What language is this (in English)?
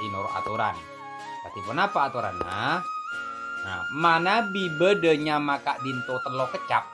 Madurese